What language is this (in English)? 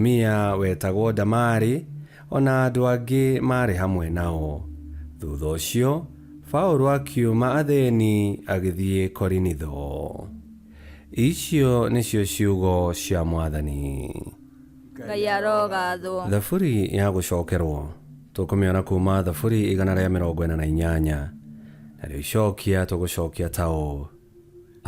Kikuyu